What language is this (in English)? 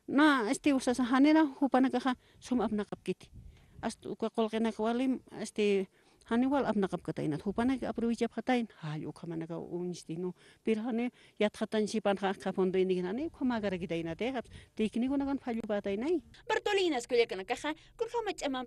Aymara